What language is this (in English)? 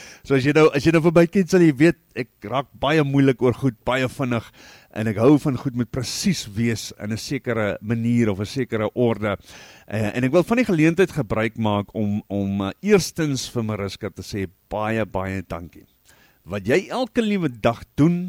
Afrikaans